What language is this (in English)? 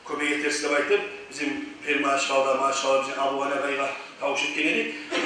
Kumyk